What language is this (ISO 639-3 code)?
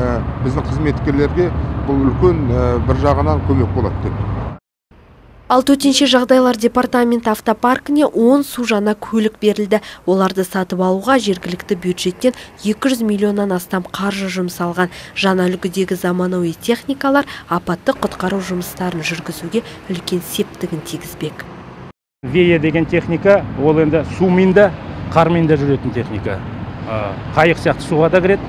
kaz